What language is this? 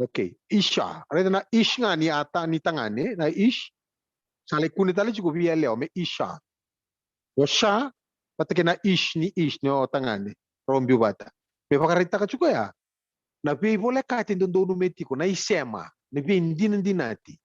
Fijian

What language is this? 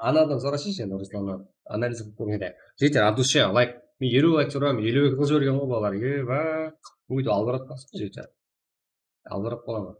Kara-Kalpak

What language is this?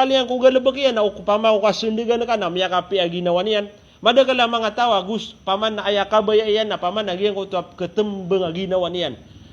Maranao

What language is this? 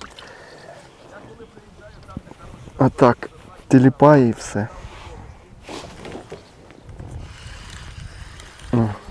Ukrainian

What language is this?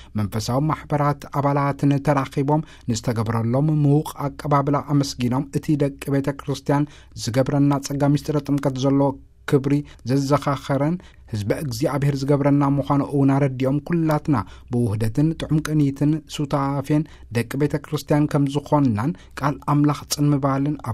Tigrinya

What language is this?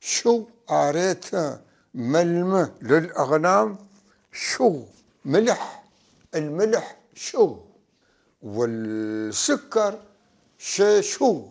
North Levantine Arabic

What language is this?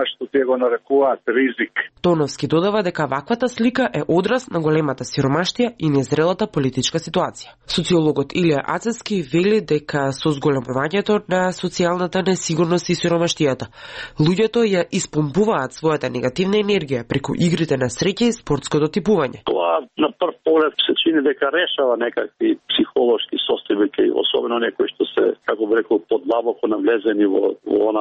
Macedonian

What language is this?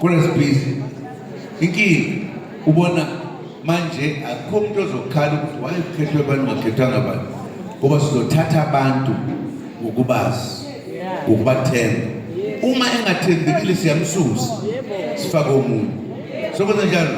Zulu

